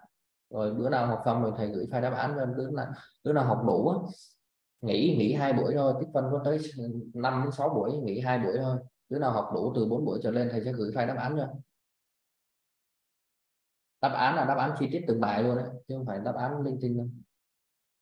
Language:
Vietnamese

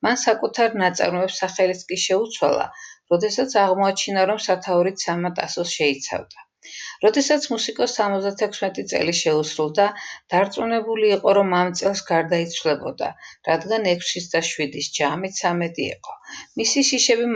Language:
Georgian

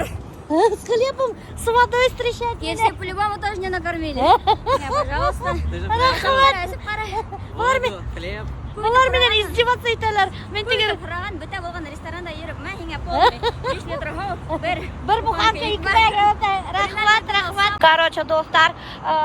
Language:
Bashkir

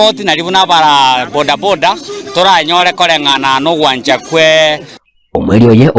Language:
Gusii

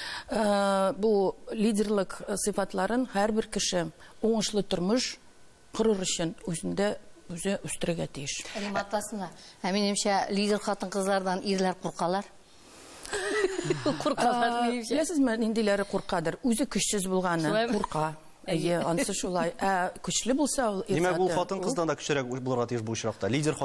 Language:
Tatar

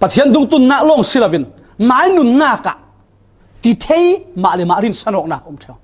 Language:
Falam Chin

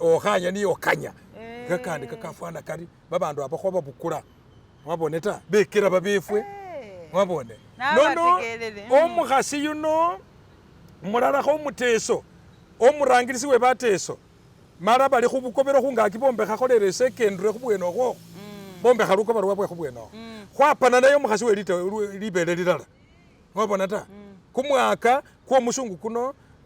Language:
Masaaba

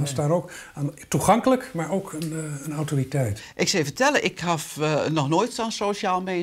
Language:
Western Frisian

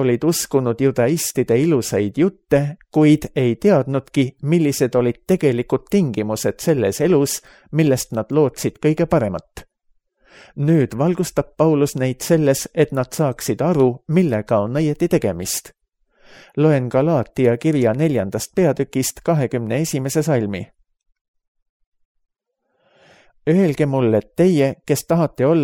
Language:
Estonian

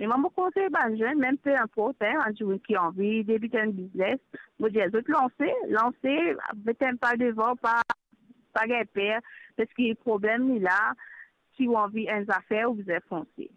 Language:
Morisyen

